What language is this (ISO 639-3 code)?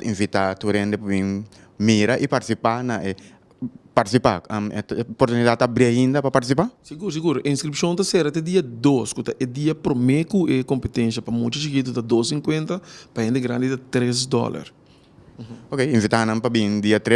pap